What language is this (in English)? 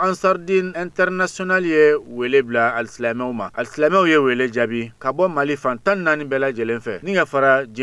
Bambara